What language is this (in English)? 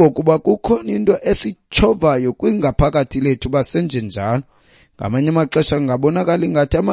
Xhosa